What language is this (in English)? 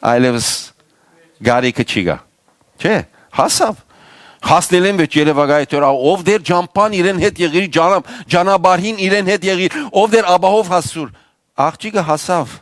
Western Armenian